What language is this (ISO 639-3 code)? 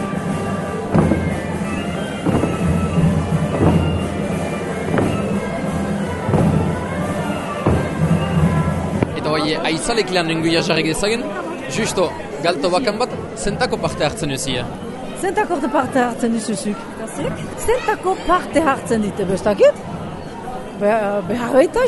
eus